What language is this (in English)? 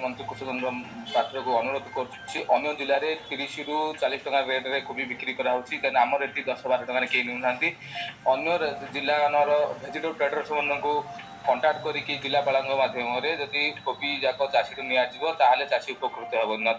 Odia